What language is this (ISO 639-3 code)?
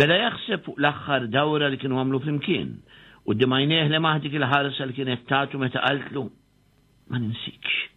mlt